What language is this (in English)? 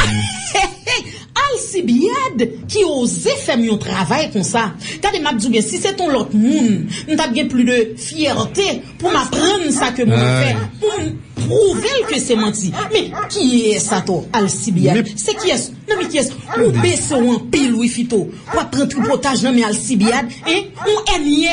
Haitian Creole